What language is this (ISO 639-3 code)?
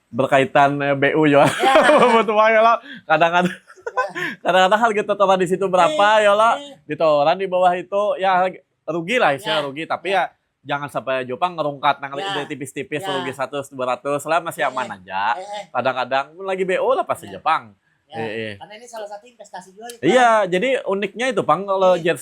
bjn